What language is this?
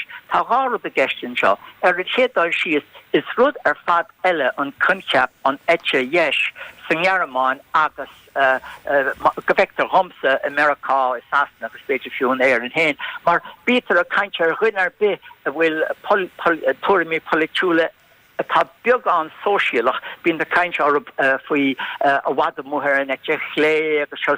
Irish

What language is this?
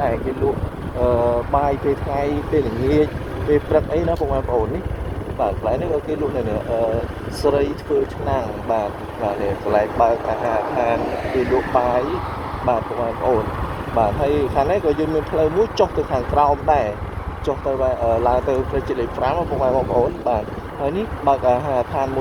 Khmer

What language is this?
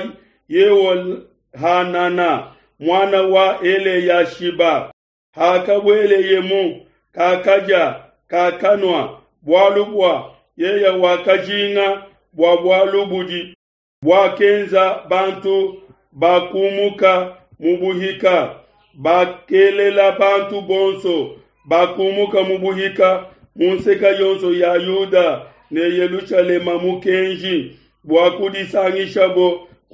Luba-Lulua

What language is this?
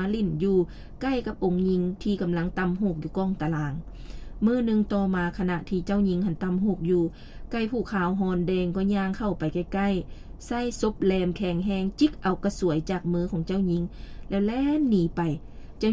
Lao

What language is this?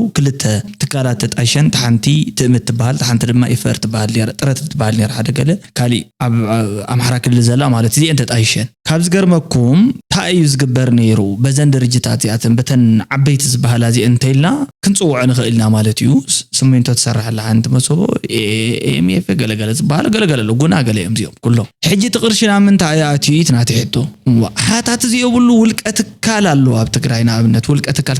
Tigrinya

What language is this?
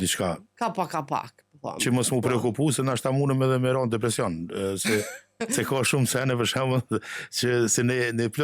Albanian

